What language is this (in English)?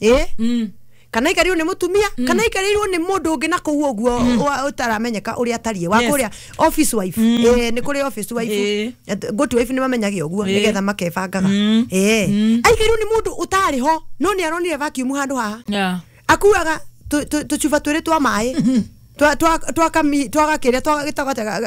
Kikuyu